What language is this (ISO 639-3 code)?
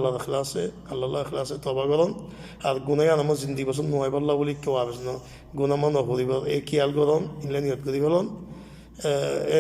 rhg